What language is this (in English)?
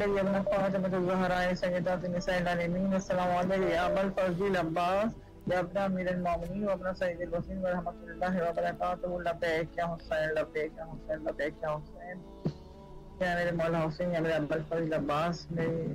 Urdu